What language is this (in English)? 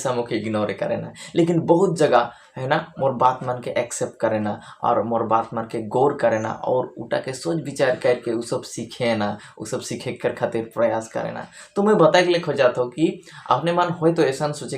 Sadri